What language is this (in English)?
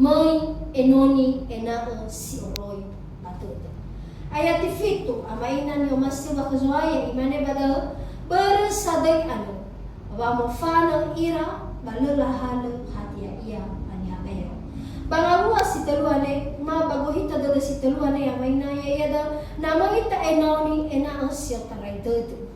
Nias